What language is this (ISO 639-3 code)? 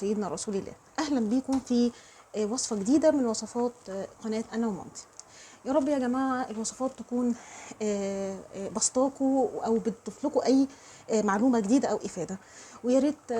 arz